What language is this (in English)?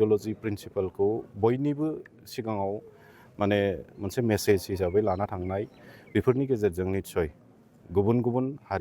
Bodo